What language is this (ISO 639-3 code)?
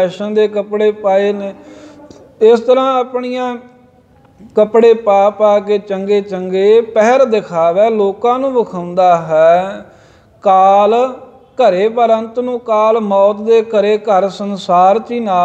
pan